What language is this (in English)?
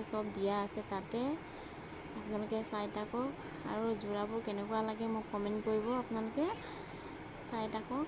Assamese